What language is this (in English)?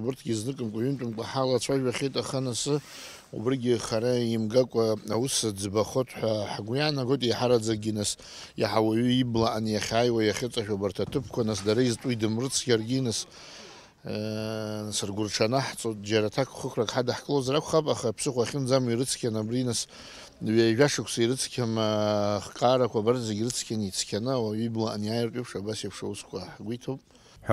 Abkhazian